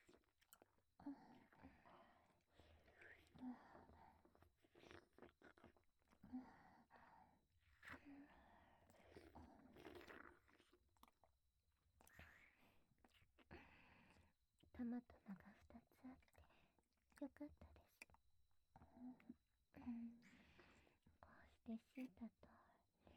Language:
Japanese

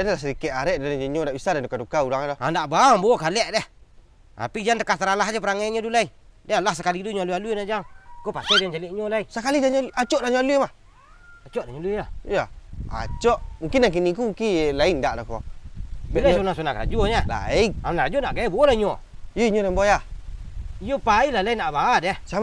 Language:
Minangkabau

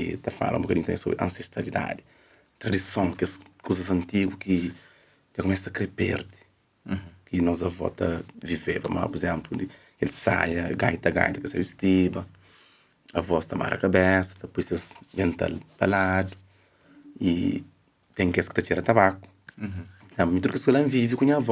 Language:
Kabuverdianu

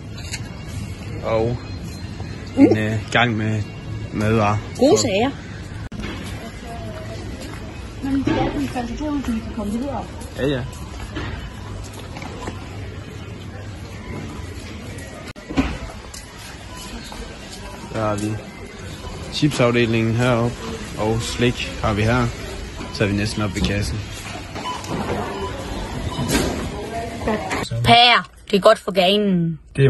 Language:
Danish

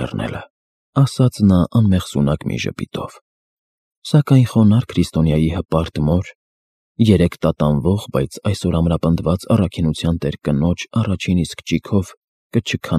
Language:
Armenian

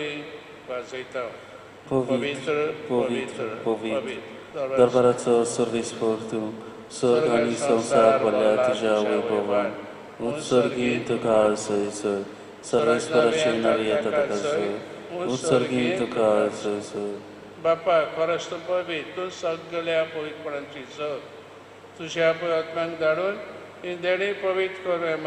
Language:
Konkani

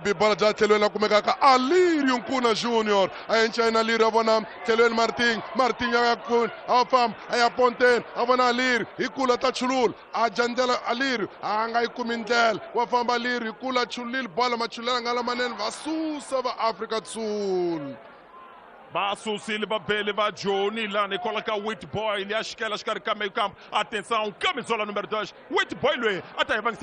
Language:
Tsonga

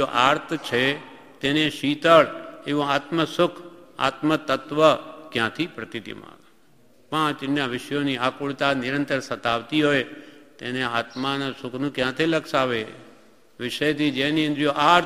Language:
Gujarati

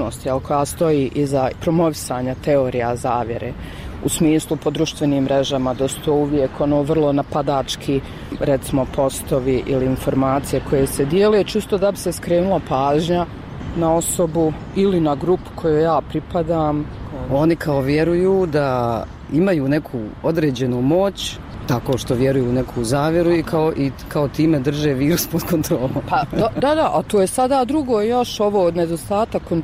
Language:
Bosnian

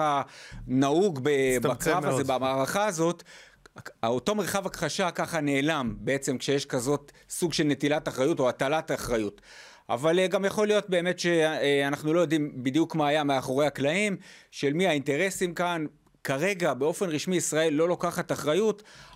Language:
Hebrew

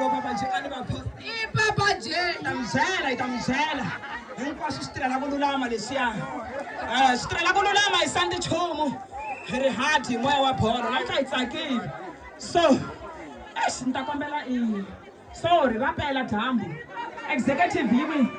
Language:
Tsonga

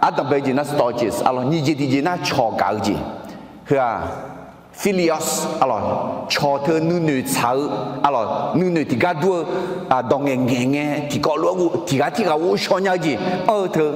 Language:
Akha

